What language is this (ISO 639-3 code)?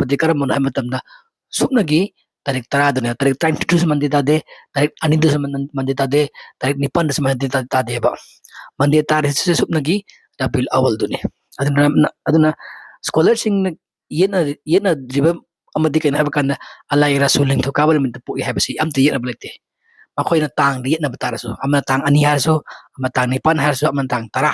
mni